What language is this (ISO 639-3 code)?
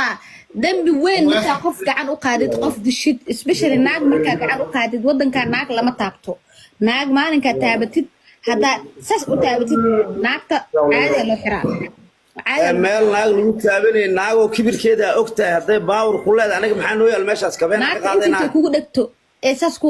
som